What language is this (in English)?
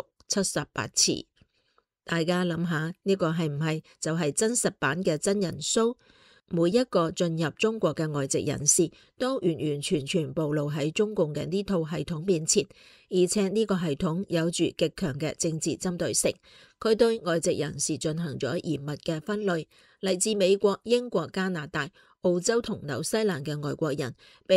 Cantonese